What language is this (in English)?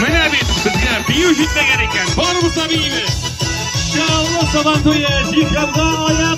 Tatar